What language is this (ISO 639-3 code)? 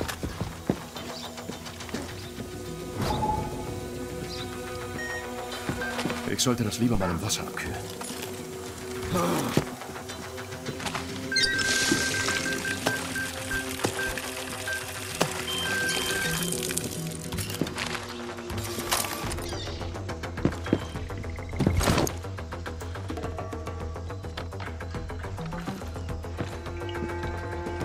deu